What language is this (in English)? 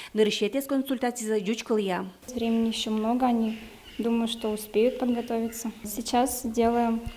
Udmurt